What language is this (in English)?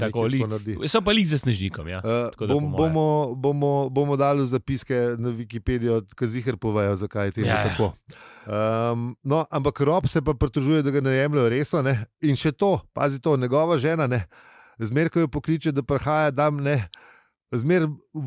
Slovenian